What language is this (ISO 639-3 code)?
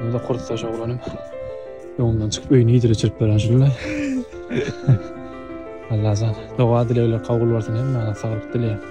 tuk